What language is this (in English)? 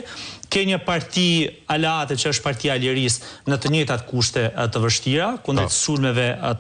Albanian